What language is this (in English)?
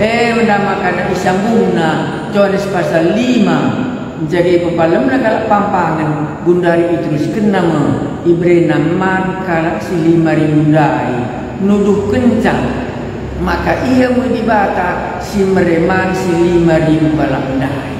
Batak Karo